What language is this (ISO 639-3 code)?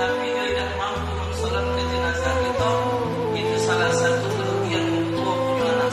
mui